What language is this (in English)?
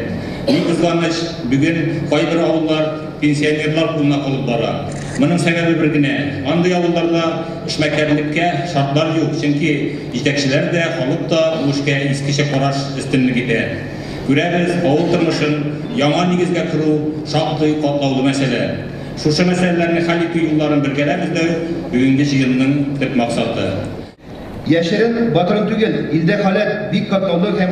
Tatar